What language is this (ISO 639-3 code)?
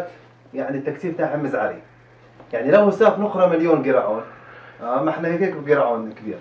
apc